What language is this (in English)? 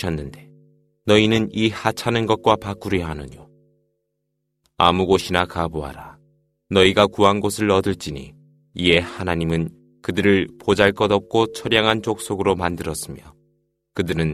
Korean